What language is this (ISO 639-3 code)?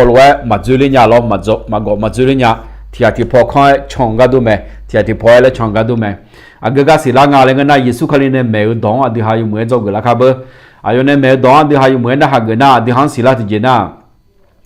ahk